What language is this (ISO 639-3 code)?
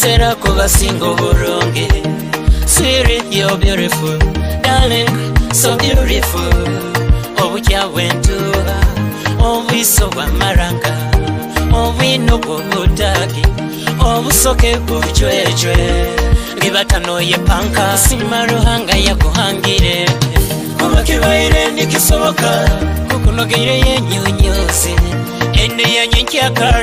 nyo